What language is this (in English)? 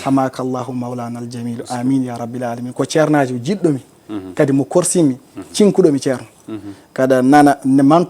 Fula